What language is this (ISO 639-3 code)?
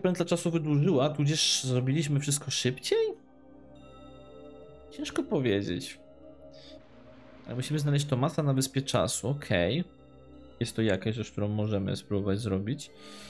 pol